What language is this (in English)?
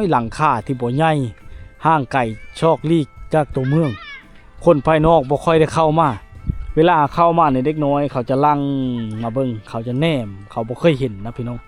Lao